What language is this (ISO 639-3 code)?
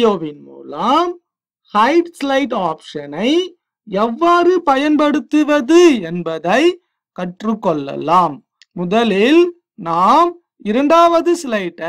tam